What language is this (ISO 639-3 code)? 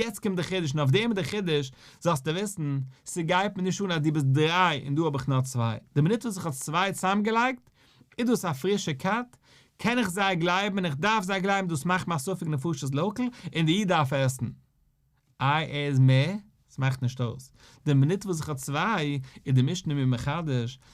yid